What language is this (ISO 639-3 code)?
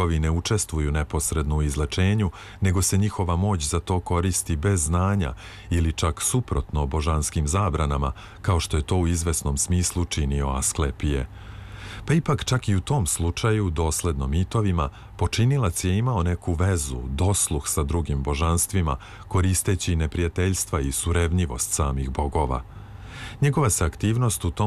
srp